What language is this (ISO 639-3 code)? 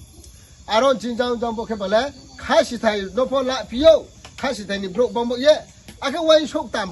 ria